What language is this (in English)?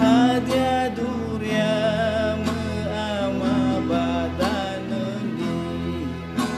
Nias